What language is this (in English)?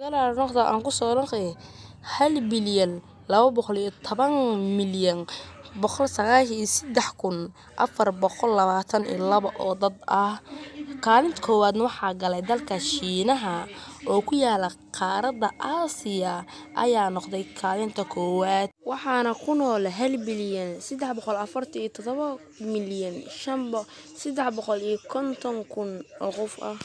Somali